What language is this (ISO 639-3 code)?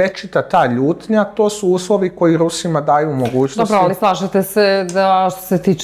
srp